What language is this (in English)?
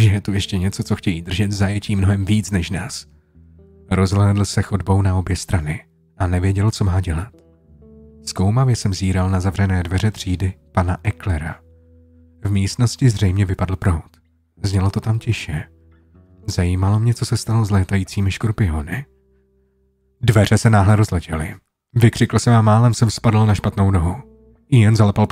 Czech